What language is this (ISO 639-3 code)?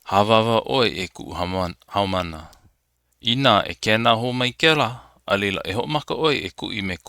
haw